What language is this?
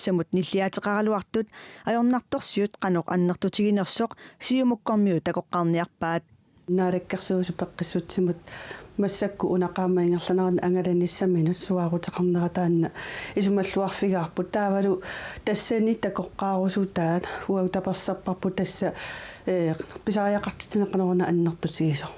Kalaallisut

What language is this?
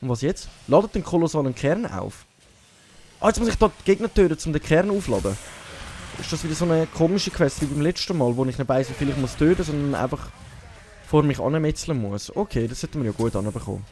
Swiss German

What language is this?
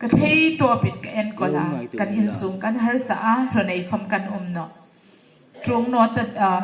Hmar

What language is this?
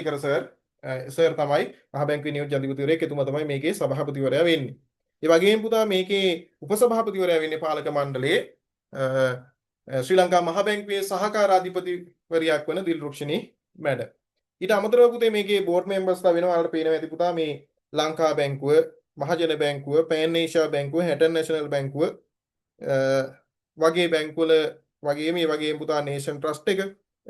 Sinhala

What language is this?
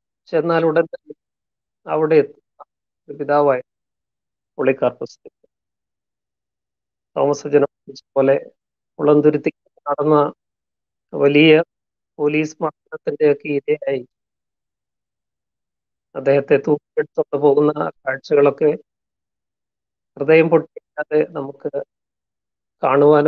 Malayalam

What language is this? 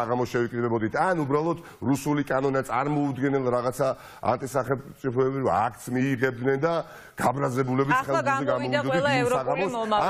Georgian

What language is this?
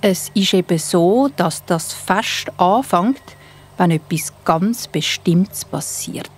Swiss German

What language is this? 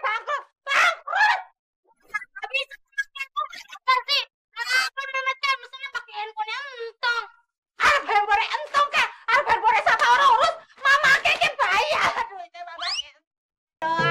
Betawi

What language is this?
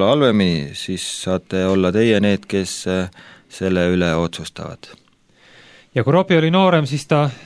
Estonian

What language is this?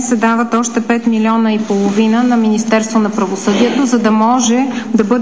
Bulgarian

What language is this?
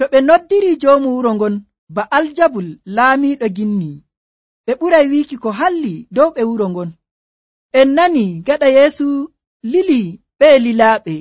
Nigerian Fulfulde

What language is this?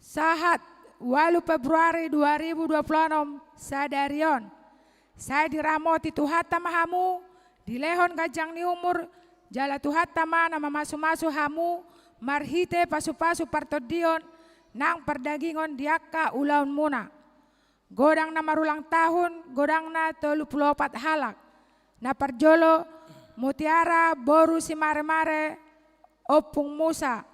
Batak Toba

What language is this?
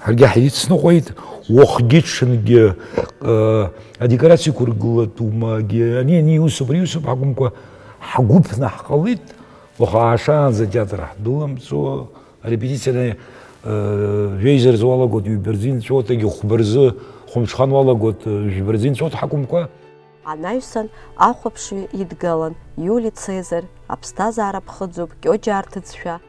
Abkhazian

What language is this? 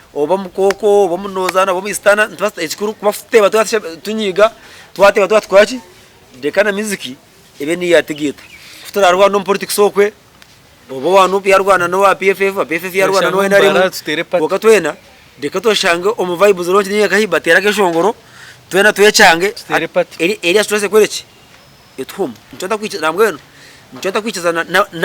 Nyankole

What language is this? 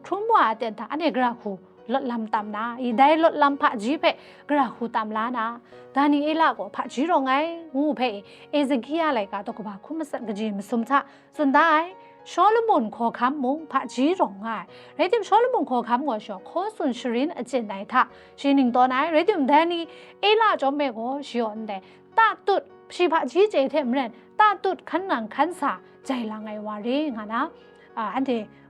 Kachin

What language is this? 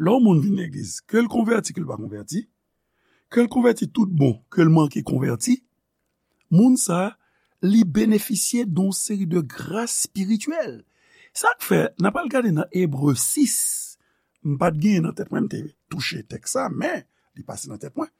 Haitian Creole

